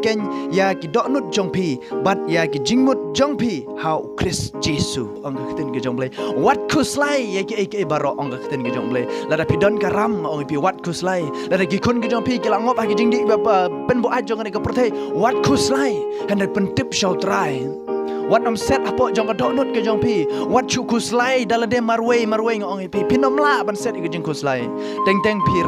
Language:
Khasi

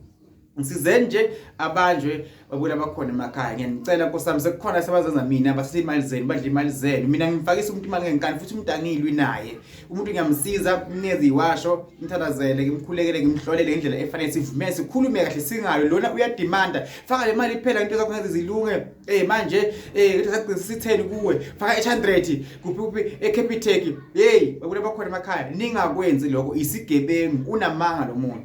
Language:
Zulu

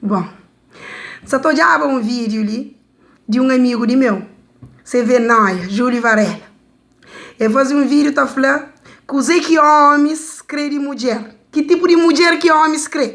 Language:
Kabuverdianu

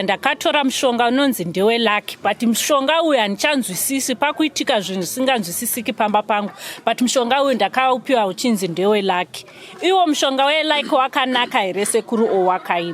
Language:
Shona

